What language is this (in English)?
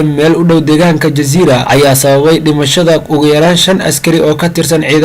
Somali